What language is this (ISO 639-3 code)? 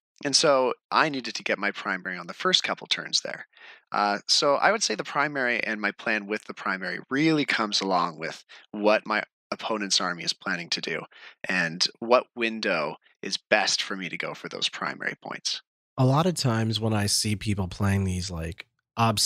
eng